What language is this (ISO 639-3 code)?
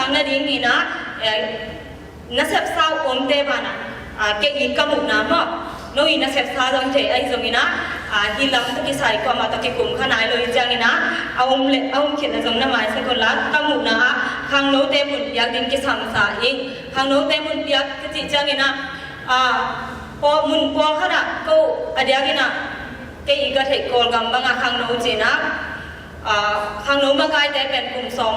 ctd